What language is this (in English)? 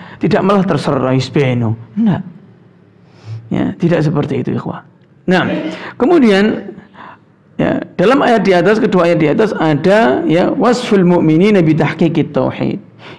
Indonesian